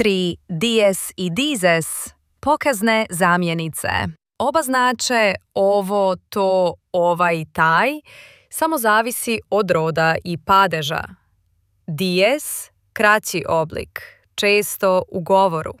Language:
Slovenian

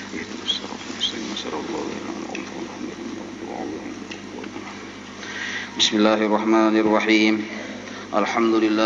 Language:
Banjar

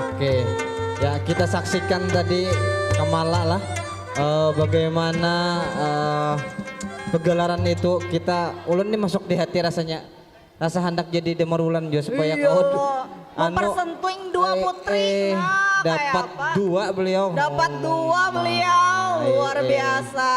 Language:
Banjar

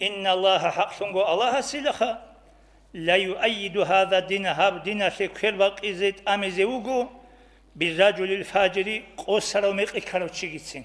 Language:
Avaric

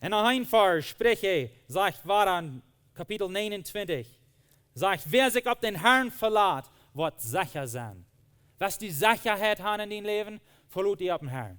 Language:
Plautdietsch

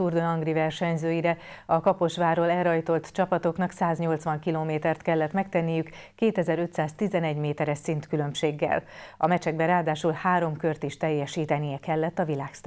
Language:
Hungarian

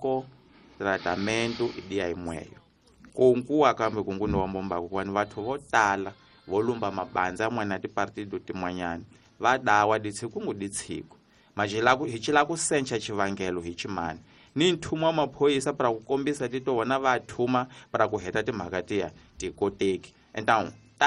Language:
Tsonga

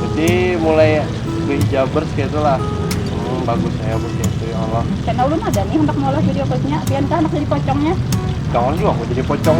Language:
Banjar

